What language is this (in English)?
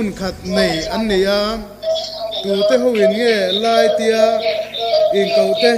Hakha Chin